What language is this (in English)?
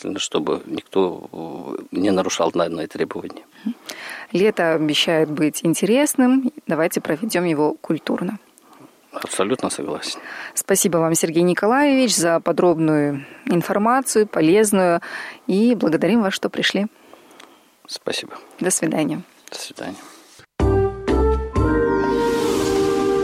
Russian